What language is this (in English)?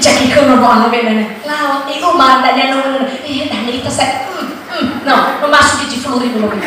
Nias